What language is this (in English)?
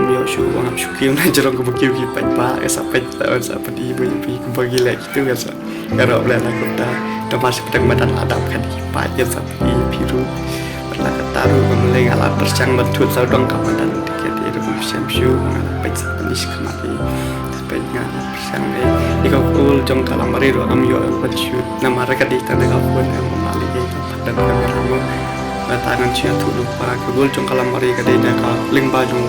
Khasi